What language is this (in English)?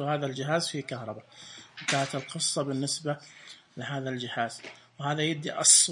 Najdi Arabic